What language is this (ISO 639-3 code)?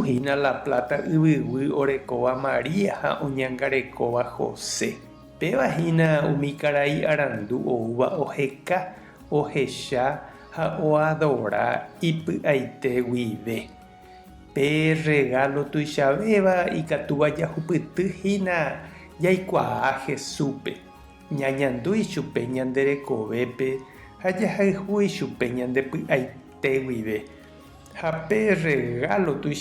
grn